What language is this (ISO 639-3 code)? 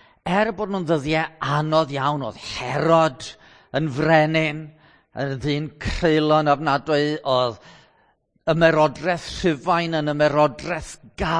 cym